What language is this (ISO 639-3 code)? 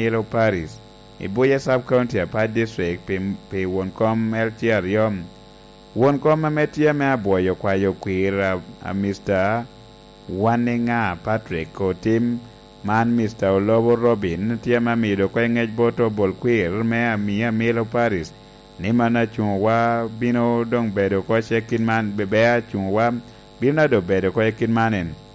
laj